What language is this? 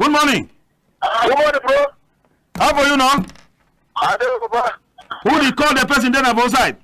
Cameroon Pidgin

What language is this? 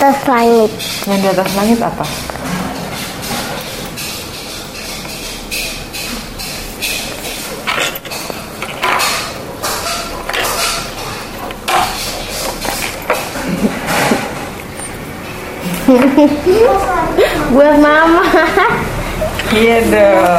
Indonesian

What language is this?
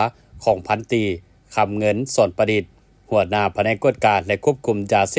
Lao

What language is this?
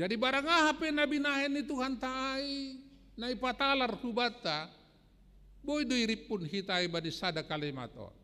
Batak Simalungun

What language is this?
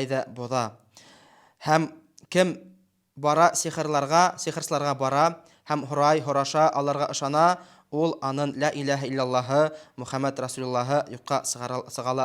Bashkir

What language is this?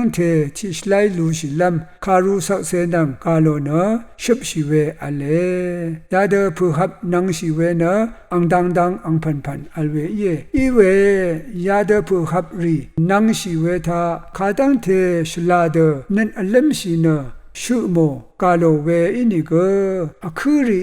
Rawang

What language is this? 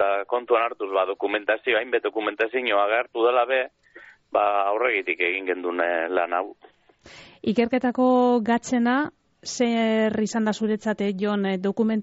Basque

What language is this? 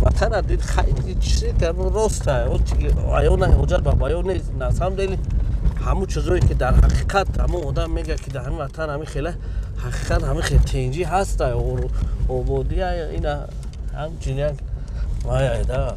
Tajik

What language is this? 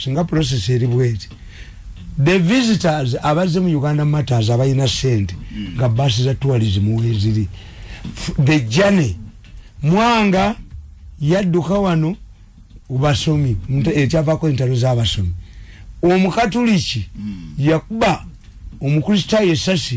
Ganda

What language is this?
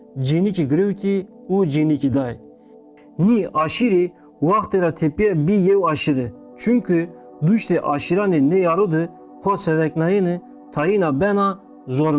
Zaza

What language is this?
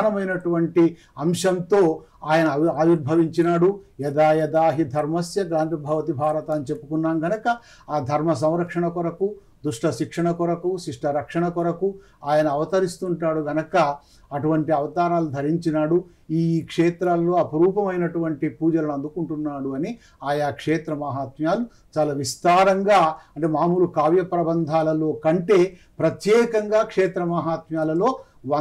Telugu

